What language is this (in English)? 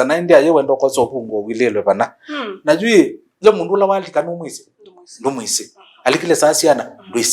Kamba